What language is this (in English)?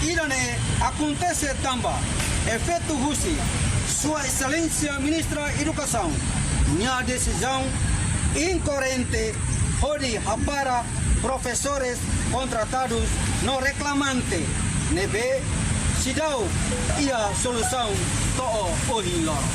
Tetum